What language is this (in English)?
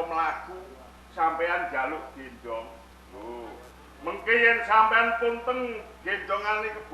Javanese